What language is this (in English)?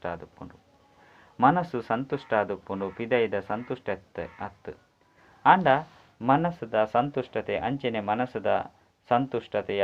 Tulu